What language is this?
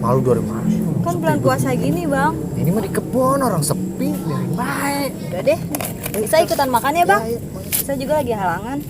Betawi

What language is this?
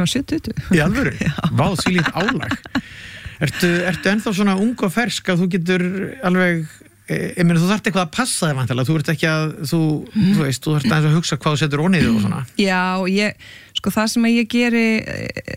Icelandic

